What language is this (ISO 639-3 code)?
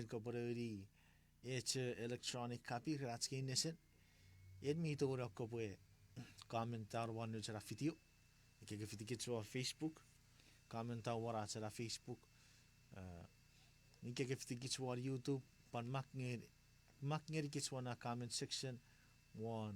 chk